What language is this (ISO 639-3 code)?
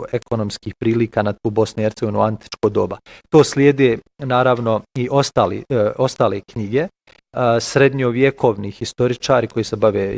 bos